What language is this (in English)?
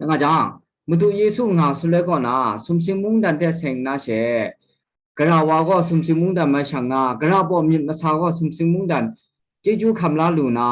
Kachin